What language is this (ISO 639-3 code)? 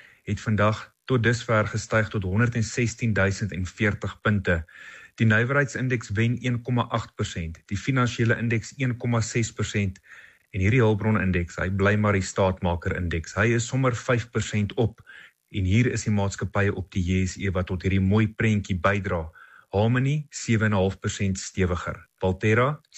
afr